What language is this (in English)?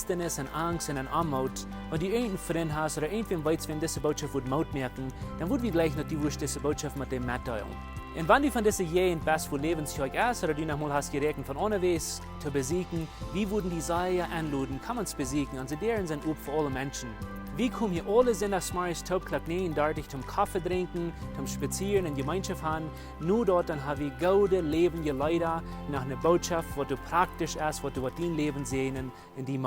Plautdietsch